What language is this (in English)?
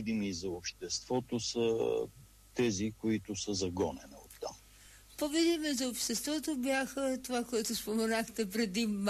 Bulgarian